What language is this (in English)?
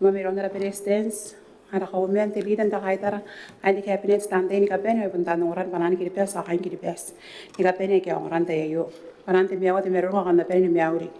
Gilbertese